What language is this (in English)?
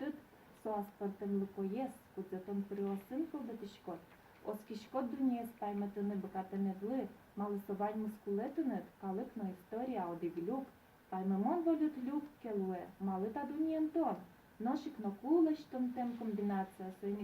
Udmurt